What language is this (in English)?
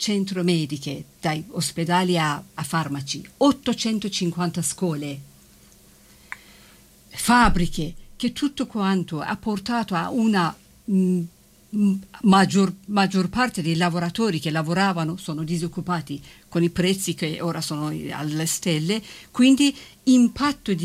Italian